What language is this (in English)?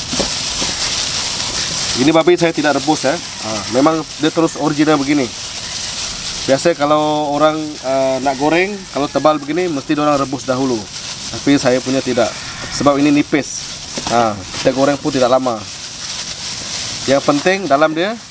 Malay